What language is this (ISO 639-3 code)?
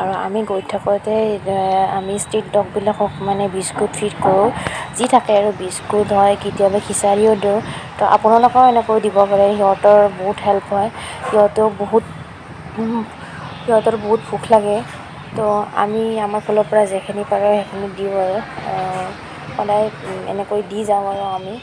asm